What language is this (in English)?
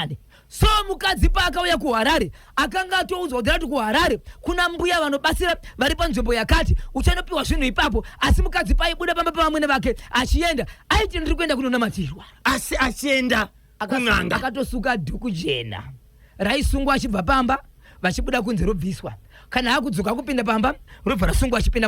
Shona